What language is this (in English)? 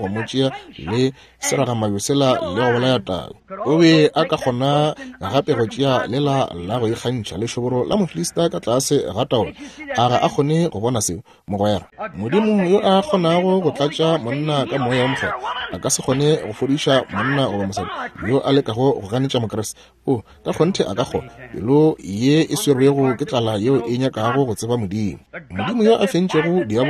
Northern Sotho